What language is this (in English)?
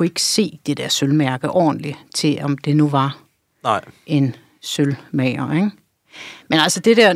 Danish